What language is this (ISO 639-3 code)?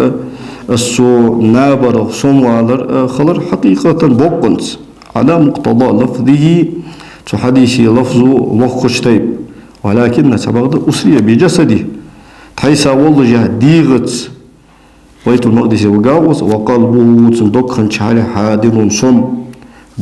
inh